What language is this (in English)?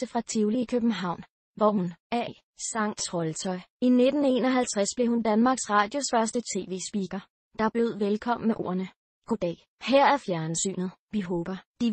Danish